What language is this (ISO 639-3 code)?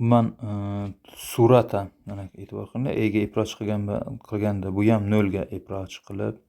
uzb